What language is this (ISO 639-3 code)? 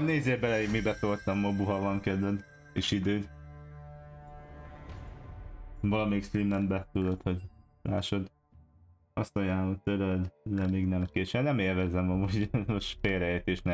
hun